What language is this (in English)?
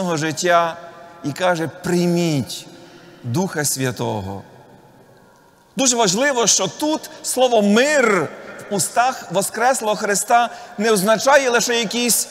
Ukrainian